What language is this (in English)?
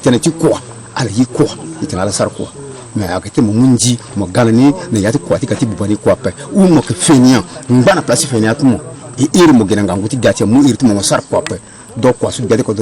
Sango